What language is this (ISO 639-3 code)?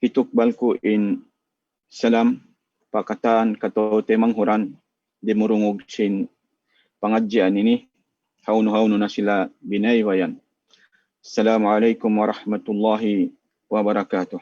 tsg